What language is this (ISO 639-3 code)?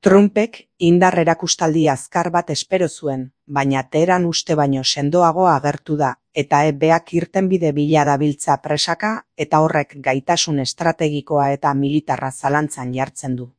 eus